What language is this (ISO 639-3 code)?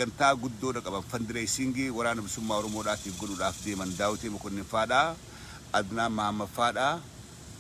orm